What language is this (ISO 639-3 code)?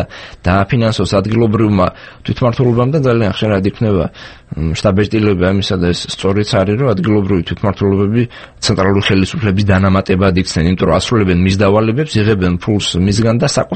kat